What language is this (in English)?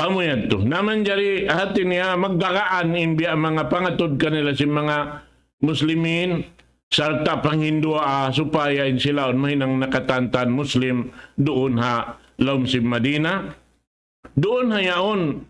Tausug